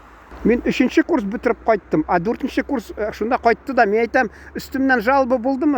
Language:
Tatar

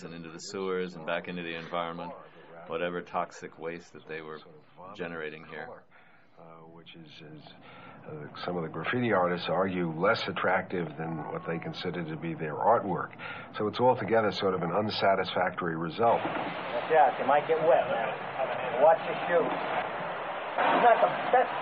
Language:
English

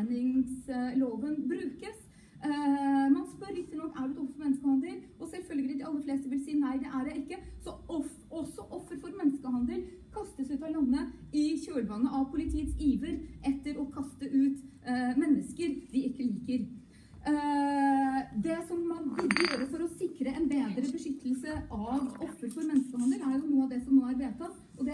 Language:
Norwegian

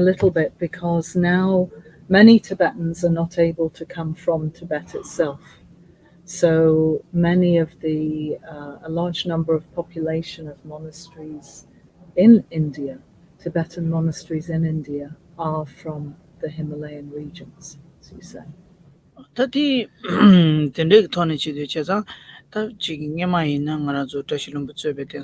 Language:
Tibetan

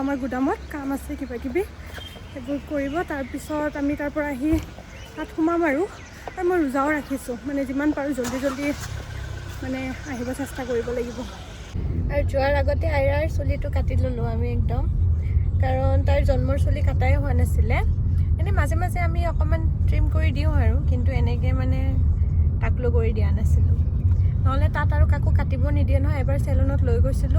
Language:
Assamese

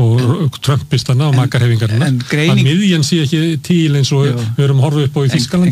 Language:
Icelandic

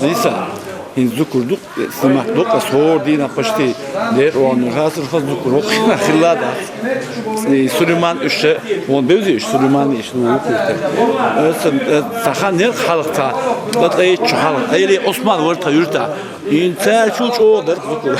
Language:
Chechen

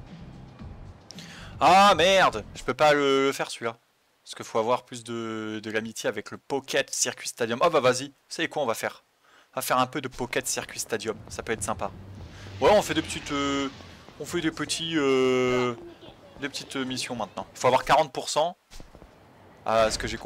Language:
French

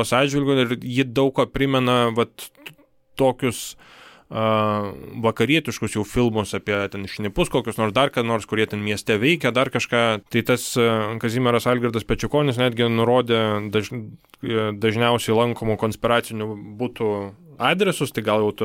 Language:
Lithuanian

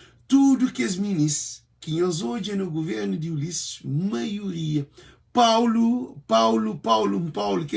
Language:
Kabuverdianu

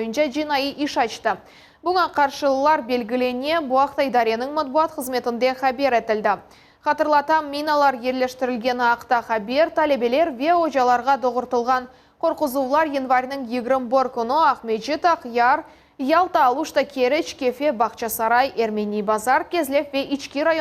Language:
Crimean Tatar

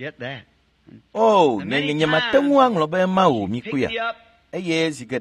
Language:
Ewe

